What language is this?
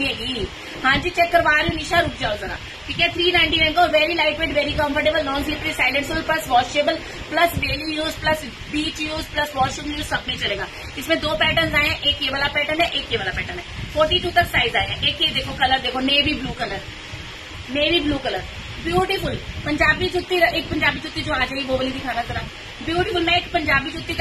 Hindi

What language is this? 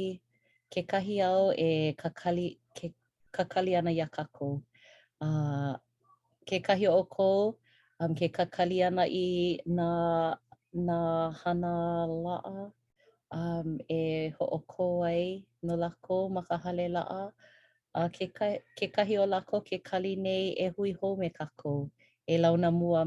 Hawaiian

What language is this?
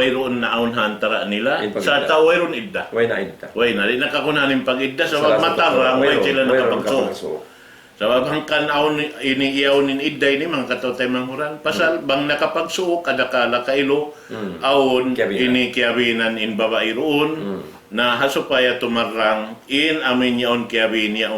Tausug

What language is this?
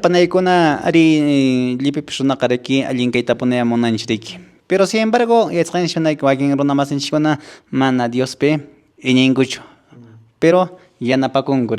Quechua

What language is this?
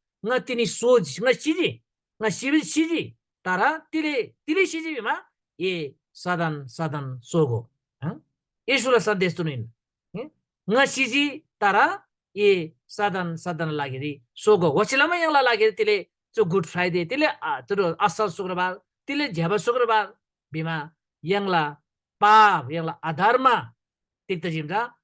Eastern Tamang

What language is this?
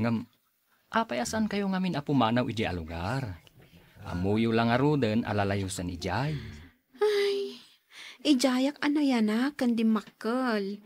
Iloko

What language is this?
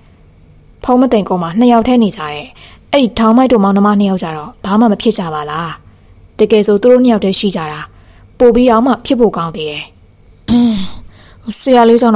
Burmese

